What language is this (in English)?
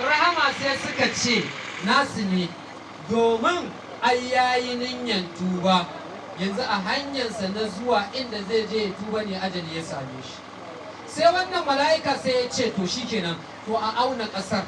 Hausa